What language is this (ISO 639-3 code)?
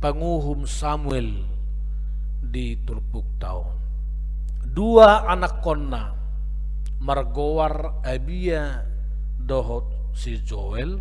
bbc